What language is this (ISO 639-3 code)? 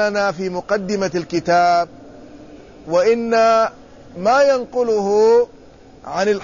ara